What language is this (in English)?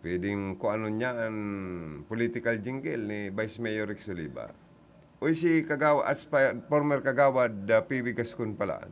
Bikol